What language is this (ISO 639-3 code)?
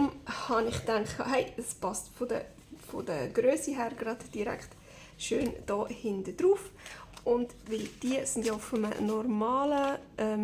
gsw